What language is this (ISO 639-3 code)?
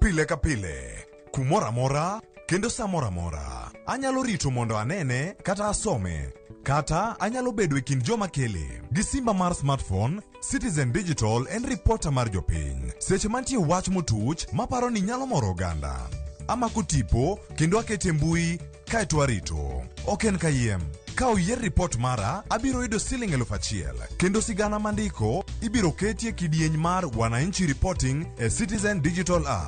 luo